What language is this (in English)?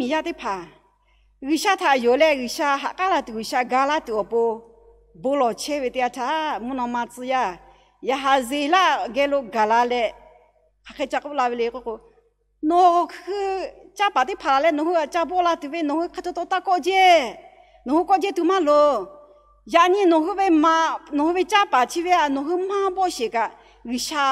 Lahu